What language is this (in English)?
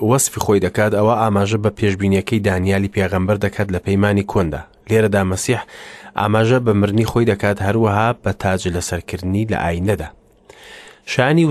Central Kurdish